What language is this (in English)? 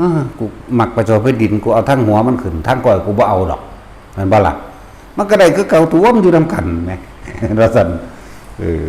Northeastern Thai